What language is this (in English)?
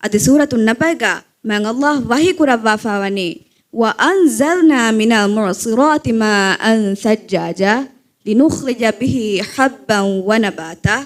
Divehi